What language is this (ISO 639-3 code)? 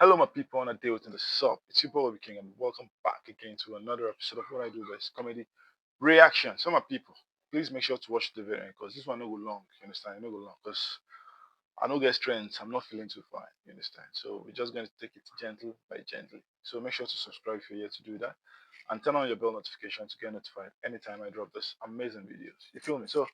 pcm